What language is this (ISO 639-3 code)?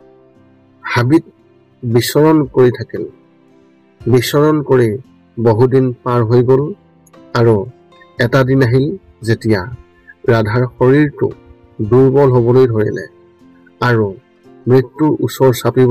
asm